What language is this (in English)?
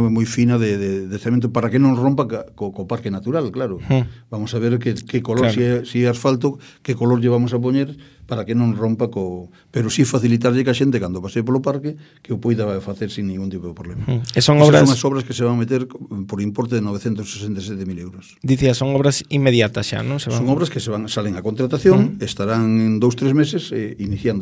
Galician